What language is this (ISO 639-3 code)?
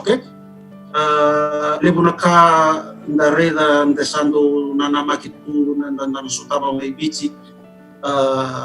fij